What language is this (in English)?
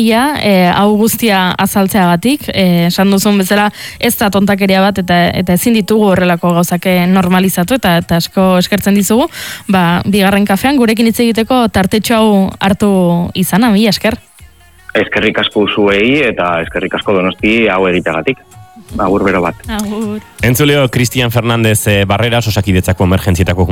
Basque